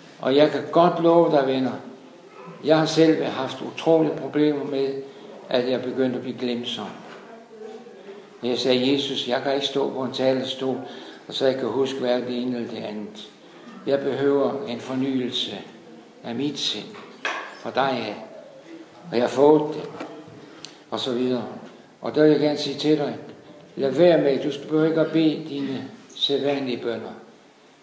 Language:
Danish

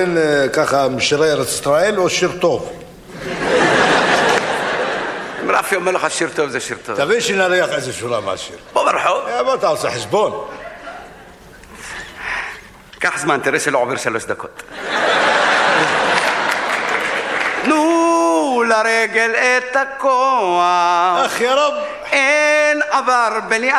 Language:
Hebrew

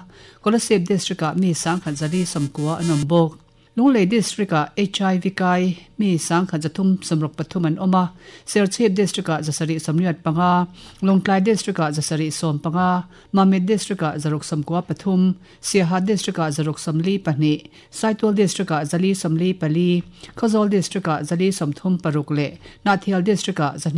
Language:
Mizo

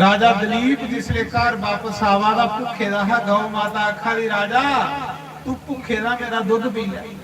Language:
Dogri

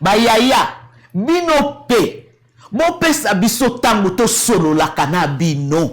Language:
Lingala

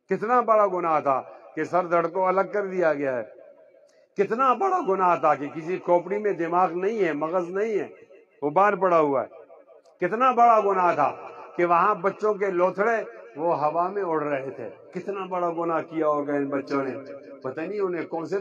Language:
Urdu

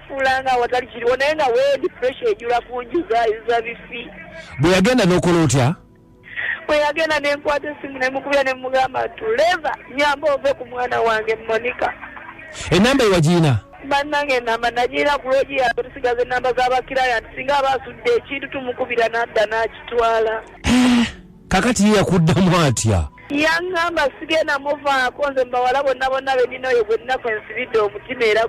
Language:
Ganda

